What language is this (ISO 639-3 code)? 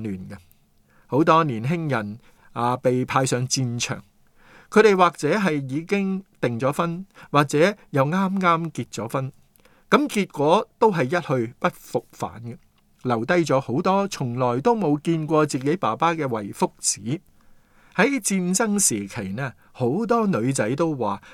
yue